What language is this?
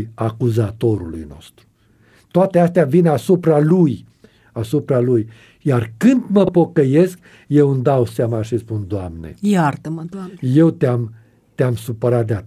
Romanian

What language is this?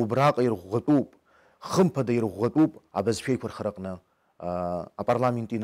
Abkhazian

